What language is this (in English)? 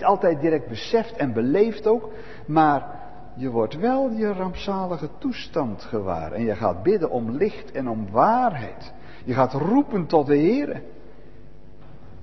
Dutch